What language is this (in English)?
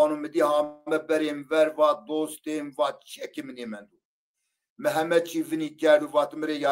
Zaza